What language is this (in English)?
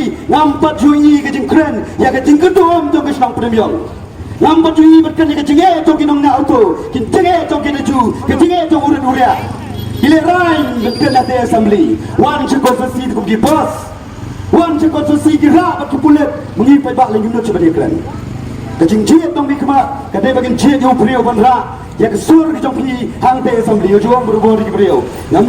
Khasi